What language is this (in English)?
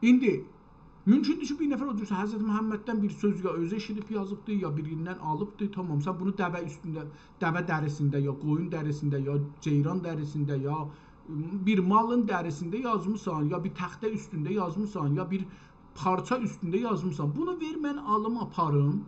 South Azerbaijani